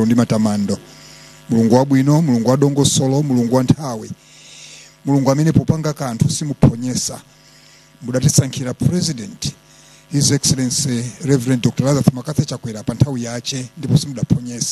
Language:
Nyanja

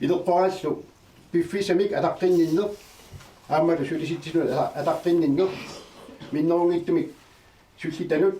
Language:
Kalaallisut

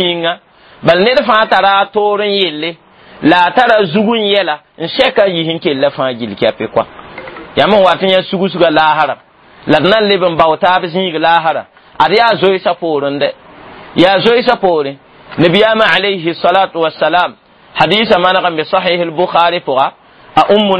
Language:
Mossi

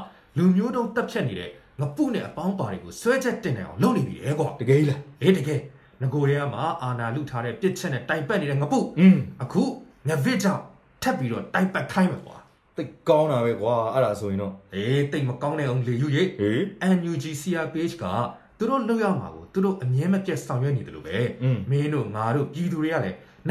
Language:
Burmese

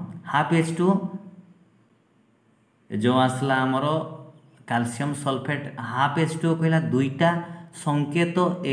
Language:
Odia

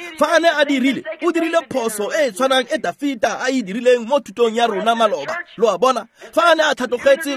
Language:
Tswana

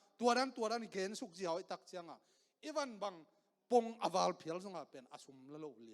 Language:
Tedim Chin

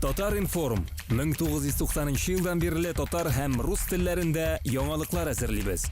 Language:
Tatar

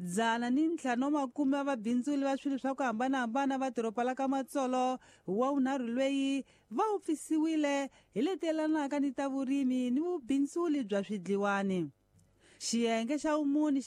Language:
Tsonga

